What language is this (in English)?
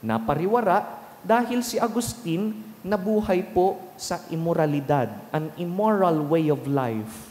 Bikol